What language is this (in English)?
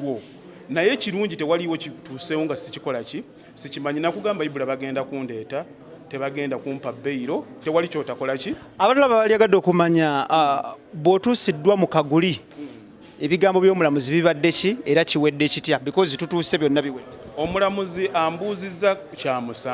Ganda